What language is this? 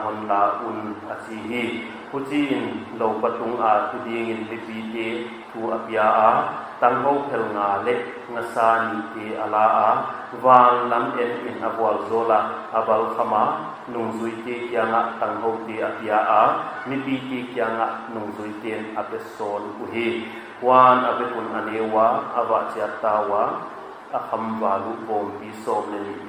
Paite Chin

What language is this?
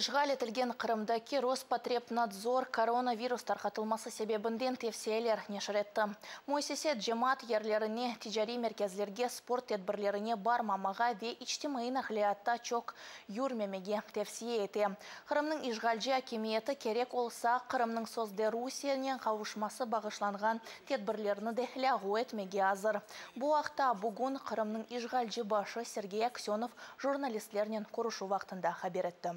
Crimean Tatar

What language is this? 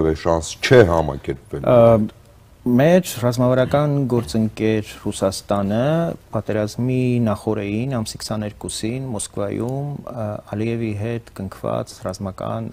Armenian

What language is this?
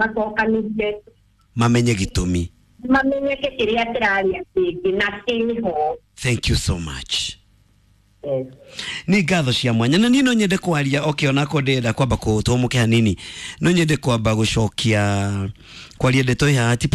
Kikuyu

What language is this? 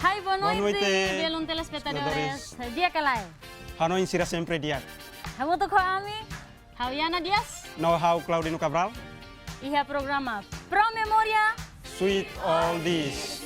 Tetum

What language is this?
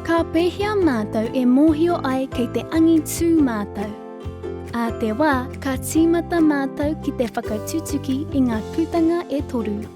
Māori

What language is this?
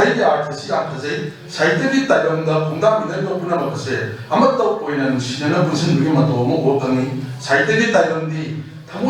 Manipuri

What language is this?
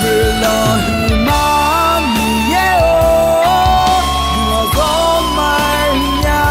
Akha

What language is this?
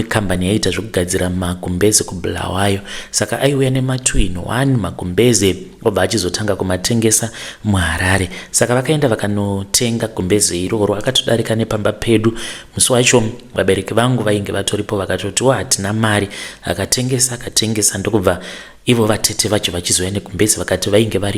Shona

